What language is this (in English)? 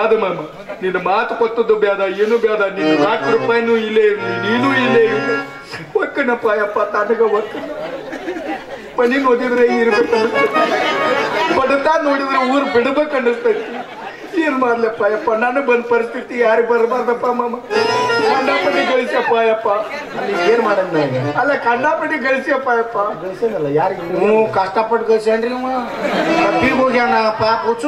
Kannada